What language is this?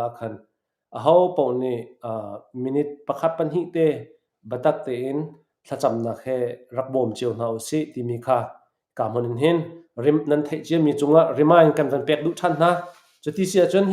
Hakha Chin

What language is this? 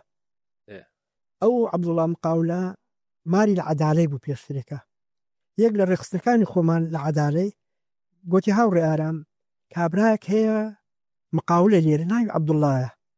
Central Kurdish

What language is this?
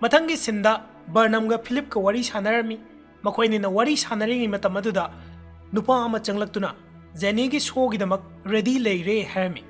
Manipuri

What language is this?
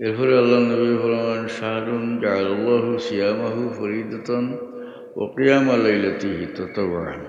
Sylheti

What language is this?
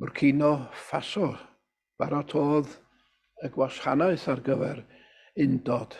Welsh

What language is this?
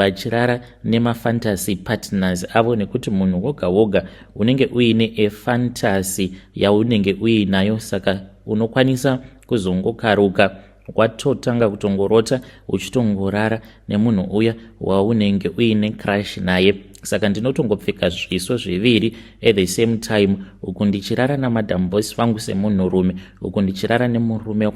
Shona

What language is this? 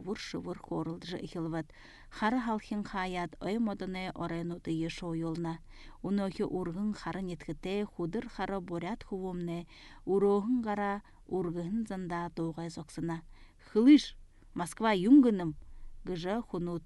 Buriat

